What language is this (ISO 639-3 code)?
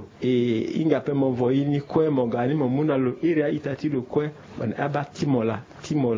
sag